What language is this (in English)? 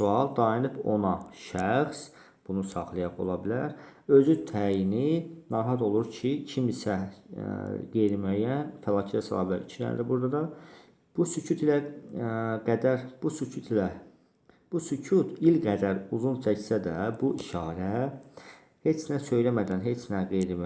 Azerbaijani